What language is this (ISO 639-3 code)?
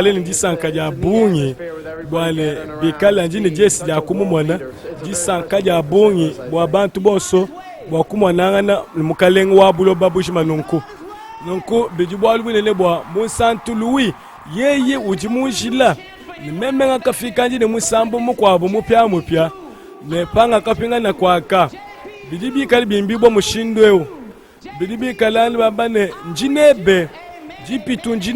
lua